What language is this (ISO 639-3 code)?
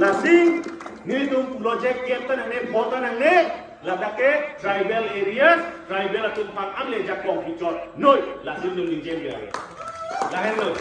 mjw